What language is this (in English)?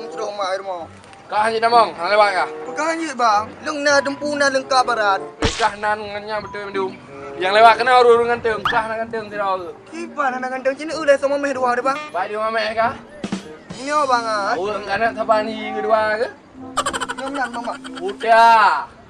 Achinese